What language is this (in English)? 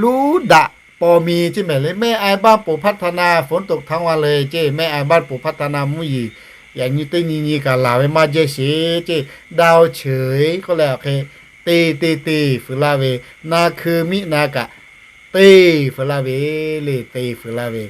Lahu